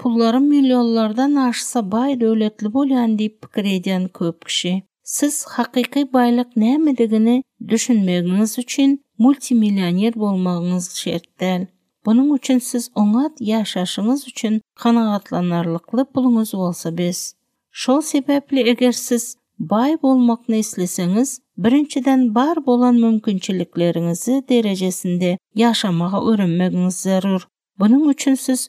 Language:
Turkmen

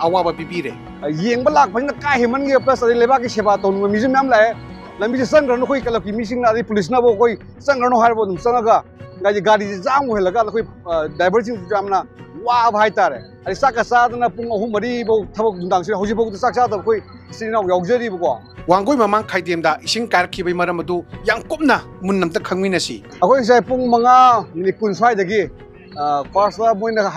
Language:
Manipuri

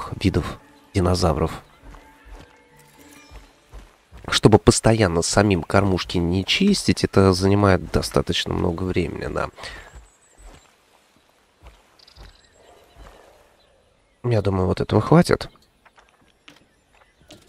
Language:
Russian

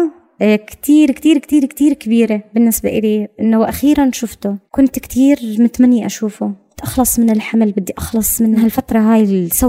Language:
North Levantine Arabic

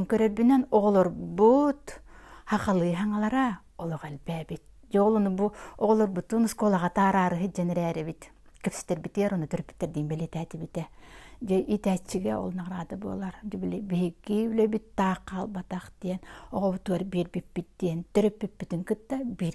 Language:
Yakut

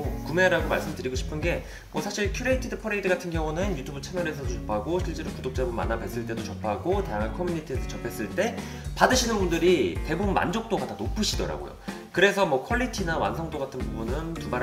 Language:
Korean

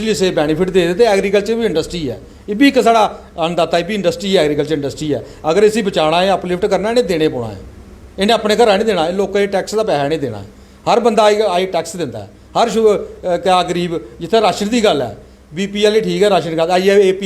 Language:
Dogri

